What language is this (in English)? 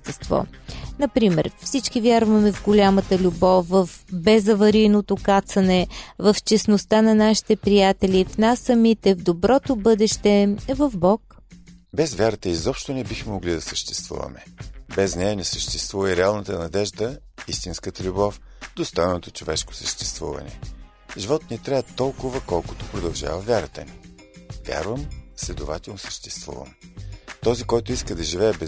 Bulgarian